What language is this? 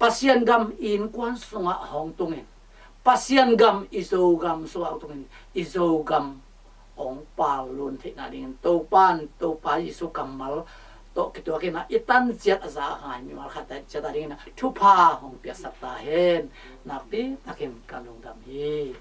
Tedim Chin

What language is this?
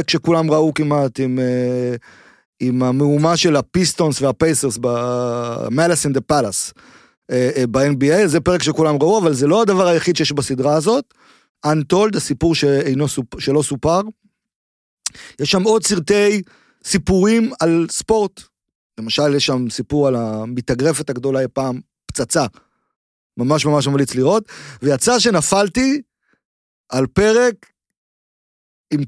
Hebrew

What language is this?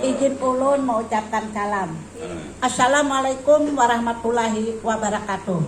Banjar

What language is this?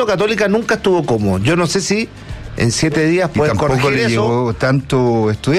Spanish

